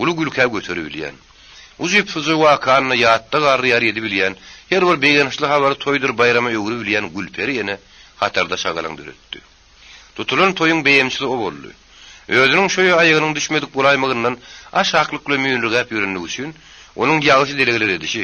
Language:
Turkmen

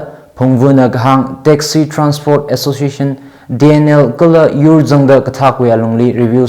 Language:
Tangkhul Naga (India)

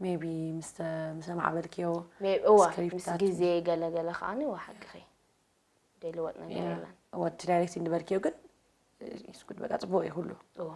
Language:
Tigrinya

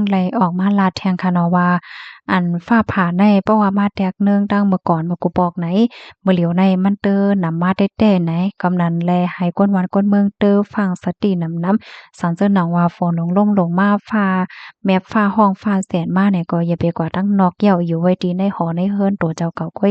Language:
Shan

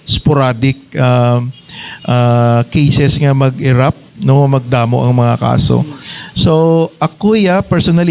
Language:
Hiligaynon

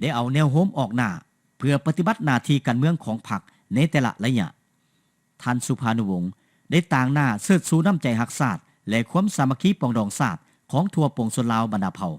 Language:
Lao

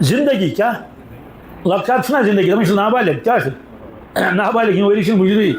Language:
Kashmiri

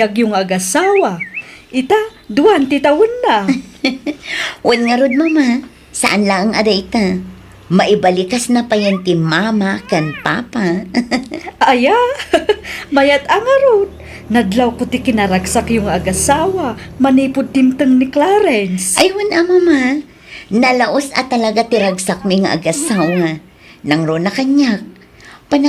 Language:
Iloko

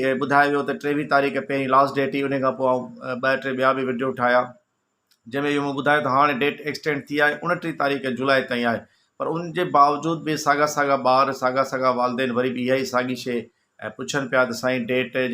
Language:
Sindhi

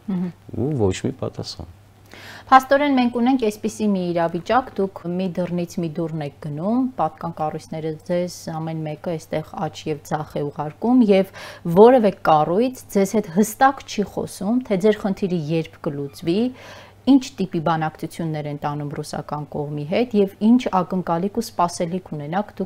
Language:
Armenian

